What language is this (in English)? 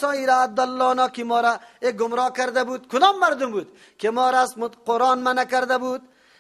Persian